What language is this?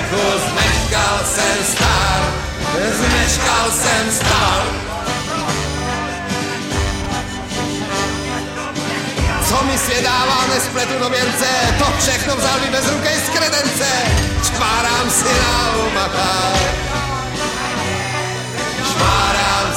Czech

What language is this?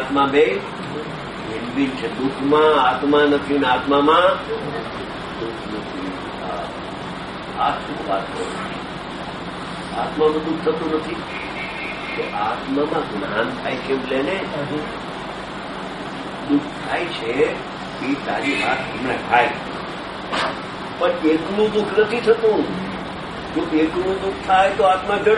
Gujarati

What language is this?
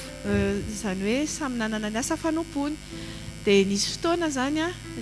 Malagasy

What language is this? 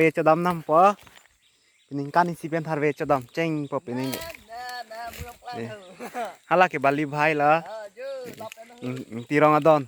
Karbi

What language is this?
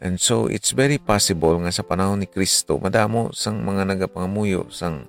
Hiligaynon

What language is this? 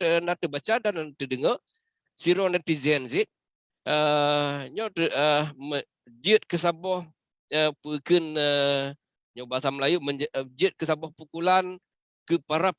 Achinese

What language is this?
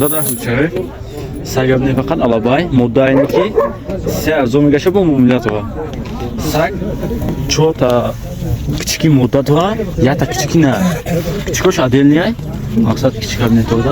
Tajik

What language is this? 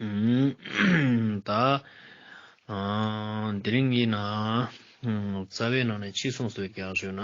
Ladakhi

